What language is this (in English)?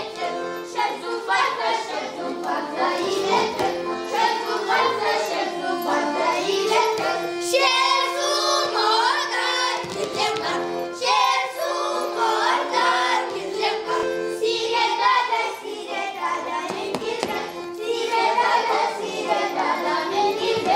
Chuvash